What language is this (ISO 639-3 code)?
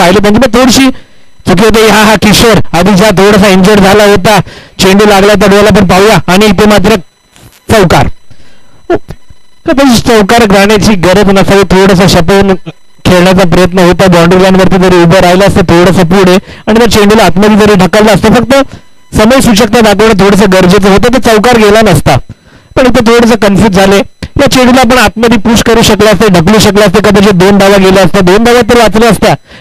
mar